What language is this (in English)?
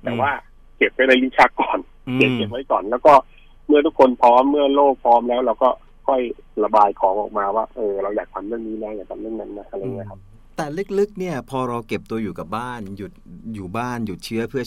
Thai